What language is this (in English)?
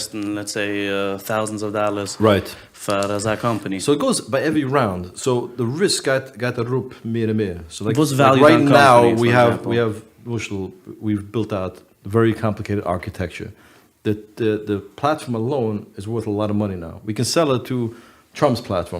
Yiddish